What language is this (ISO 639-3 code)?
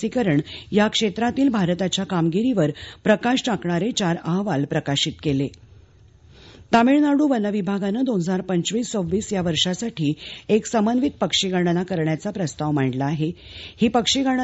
mar